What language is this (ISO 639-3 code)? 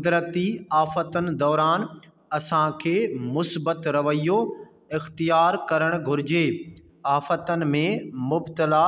snd